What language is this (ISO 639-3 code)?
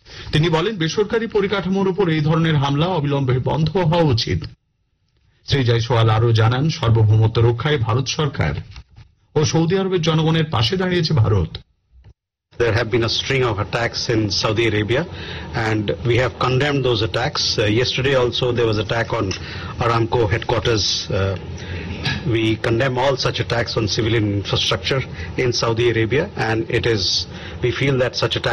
ben